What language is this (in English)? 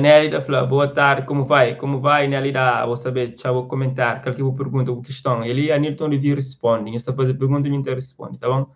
Kabuverdianu